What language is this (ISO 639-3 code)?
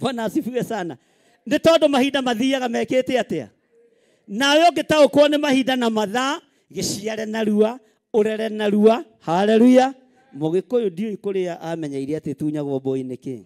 kik